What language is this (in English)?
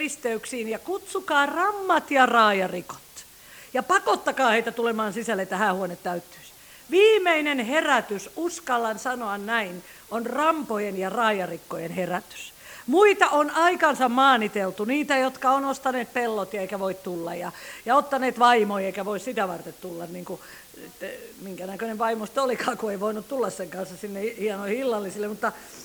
Finnish